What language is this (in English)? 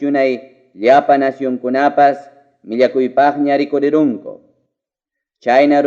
Ayacucho Quechua